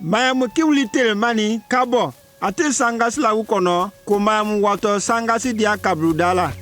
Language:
Konyanka Maninka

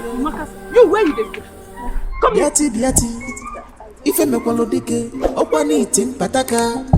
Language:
Nigerian Pidgin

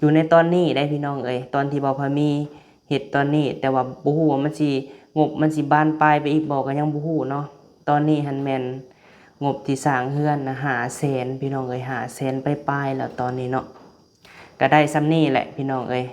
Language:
Lao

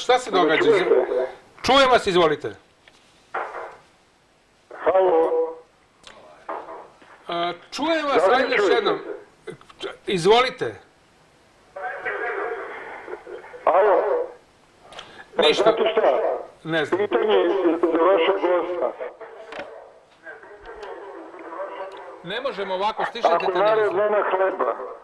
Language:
Serbian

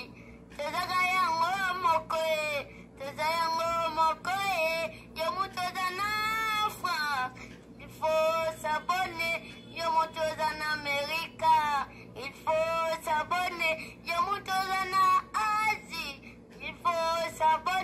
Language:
Lingala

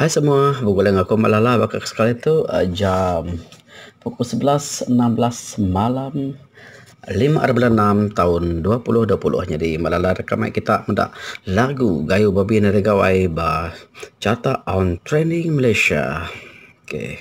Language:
Iban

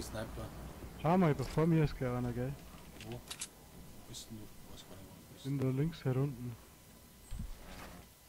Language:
Bavarian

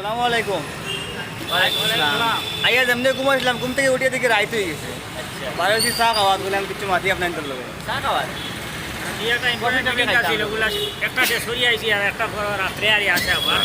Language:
Sylheti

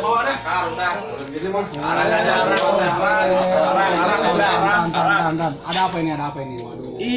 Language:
Betawi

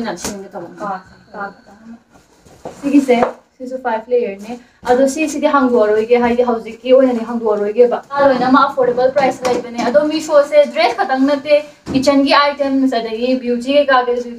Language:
Manipuri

